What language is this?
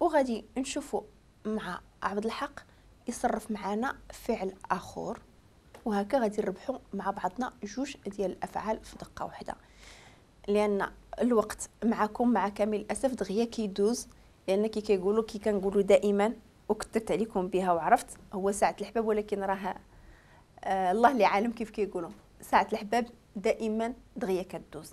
Moroccan Arabic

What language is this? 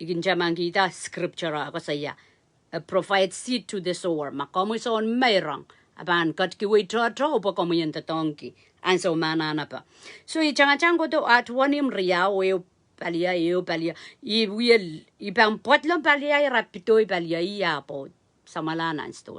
Pohnpeian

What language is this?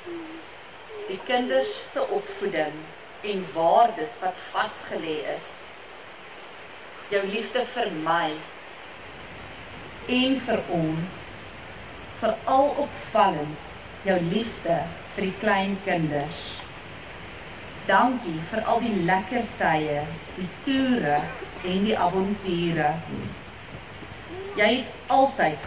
Afrikaans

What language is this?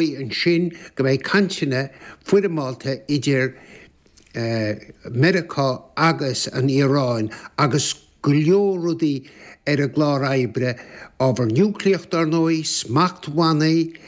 Irish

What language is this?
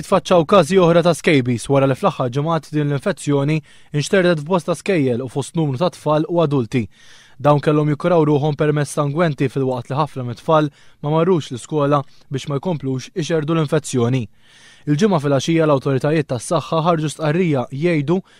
Maltese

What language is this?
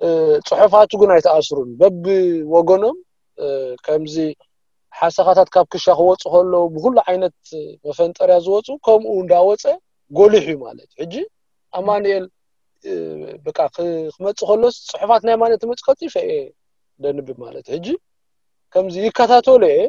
Tigrinya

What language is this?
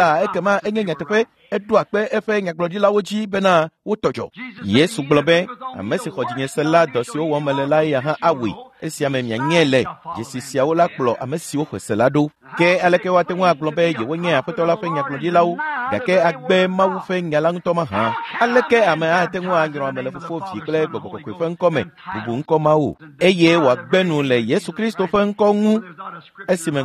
Ewe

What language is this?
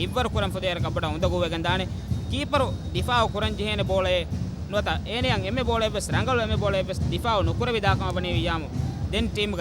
Divehi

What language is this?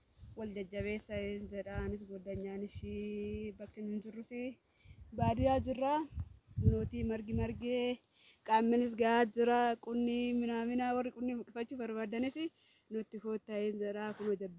Oromo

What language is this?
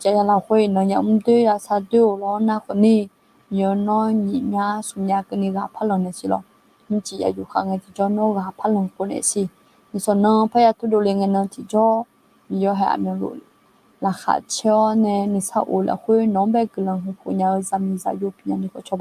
Akha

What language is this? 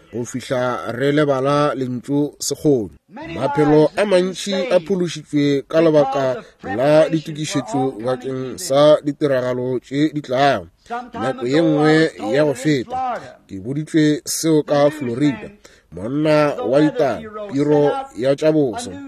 Northern Sotho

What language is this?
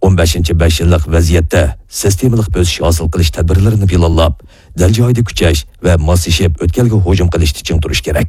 Uyghur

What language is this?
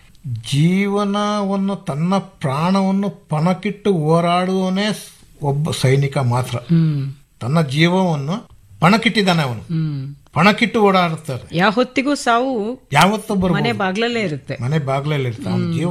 Kannada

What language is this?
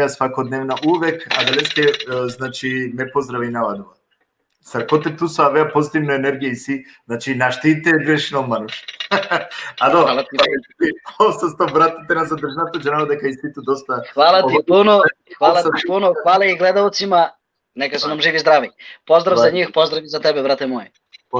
Balkan Romani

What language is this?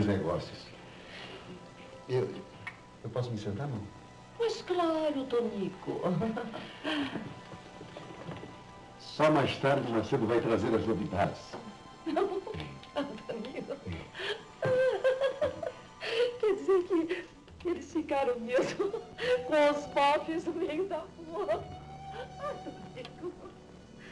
Portuguese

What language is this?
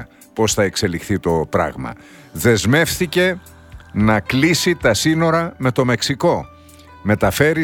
Greek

